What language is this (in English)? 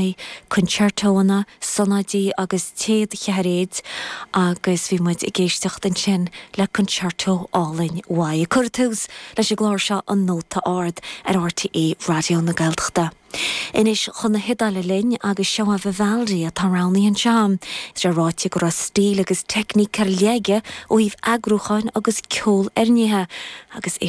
Irish